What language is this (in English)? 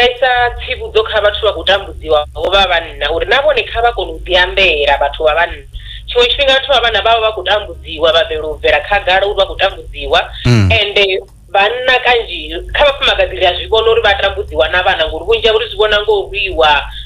Venda